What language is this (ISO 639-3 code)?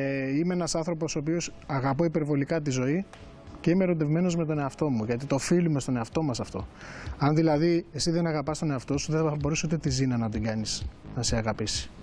ell